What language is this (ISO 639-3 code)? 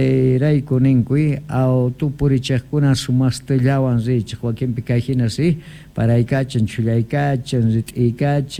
quh